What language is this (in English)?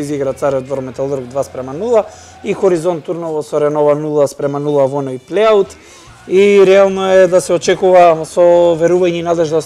Macedonian